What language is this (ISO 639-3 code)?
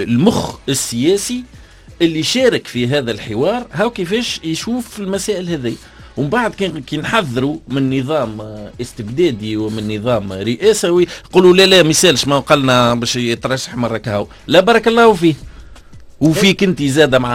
aeb